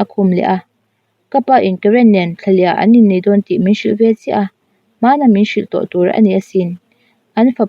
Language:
Mizo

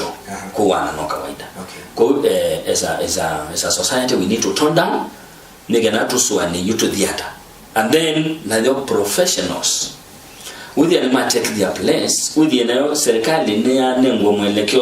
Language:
Kamba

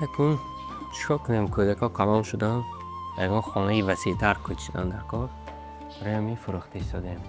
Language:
Tajik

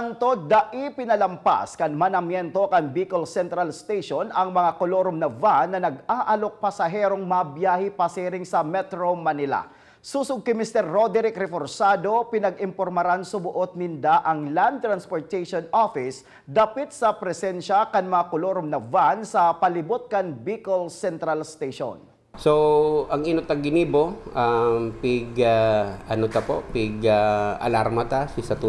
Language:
Bikol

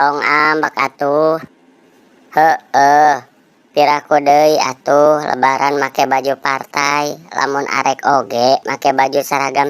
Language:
Sundanese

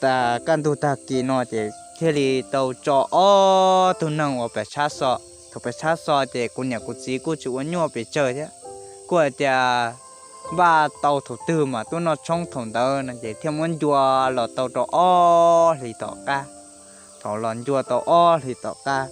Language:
Hmong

